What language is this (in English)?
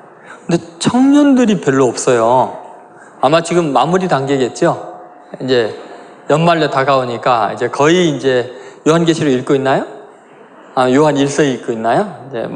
Korean